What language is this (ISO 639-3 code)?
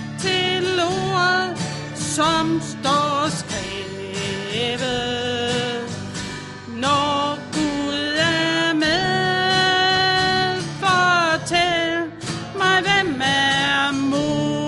dan